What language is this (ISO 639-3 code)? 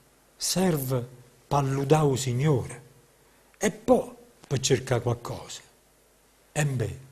nap